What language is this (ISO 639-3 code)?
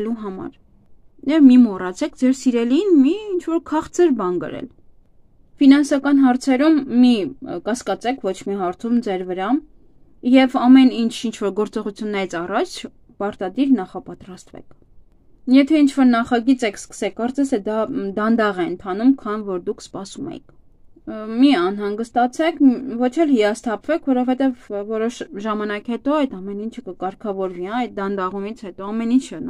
hye